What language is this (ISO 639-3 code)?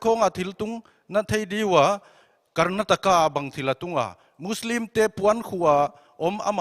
pck